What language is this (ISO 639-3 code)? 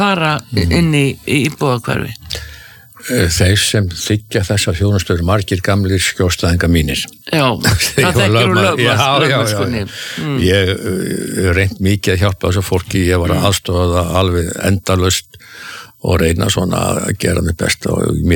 isl